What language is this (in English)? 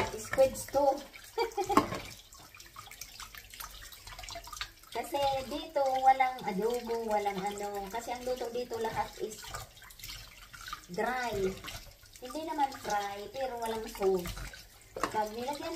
Filipino